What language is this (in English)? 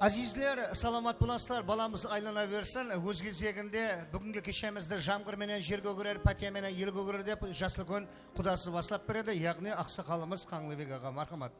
Kara-Kalpak